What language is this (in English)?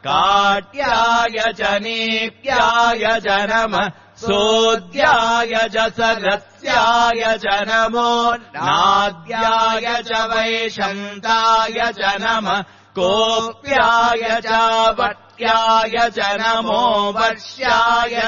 Sanskrit